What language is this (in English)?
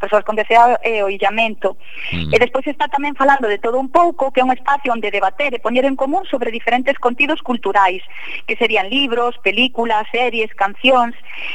Galician